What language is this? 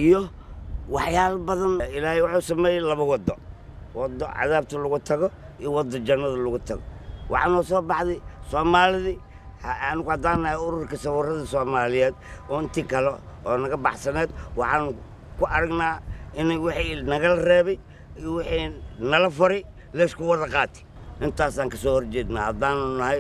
Somali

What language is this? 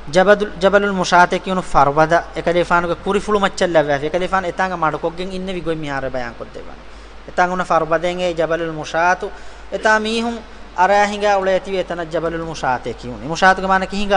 Divehi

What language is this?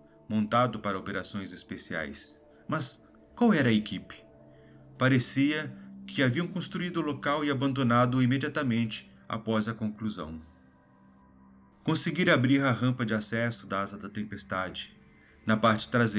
Portuguese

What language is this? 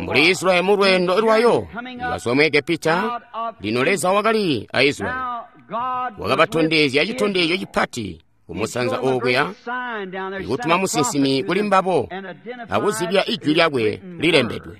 Tonga (Zambia)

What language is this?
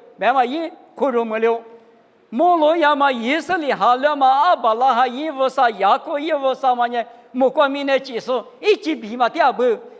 Lisu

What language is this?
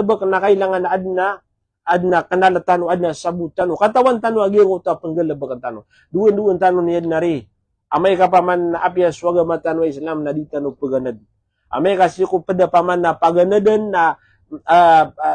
Maranao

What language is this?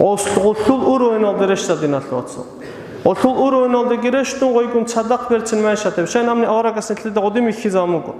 Avaric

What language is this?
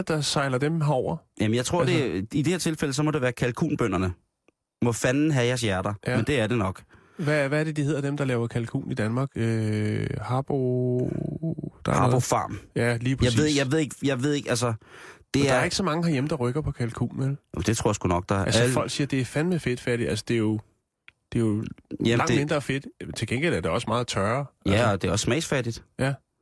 Danish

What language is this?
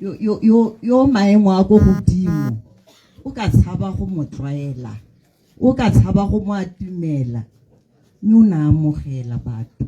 Tswana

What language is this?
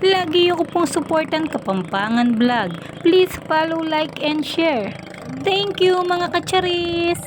Pampanga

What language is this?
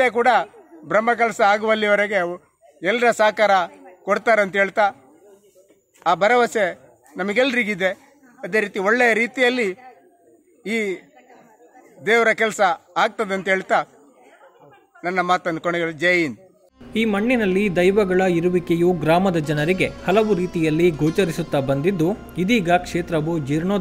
Kannada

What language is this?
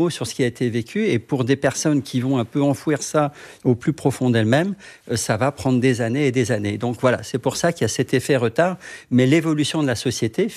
French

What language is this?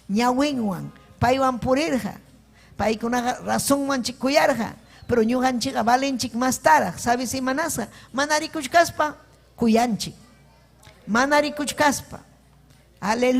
Ayacucho Quechua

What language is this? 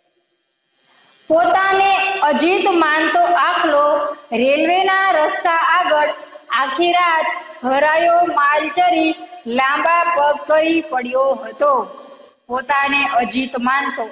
Gujarati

